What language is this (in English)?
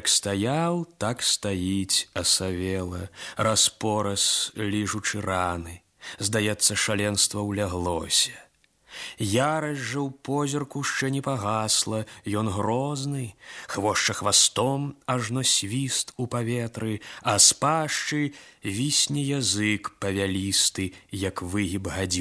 Belarusian